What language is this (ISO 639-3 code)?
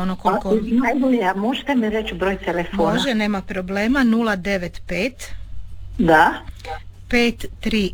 hrv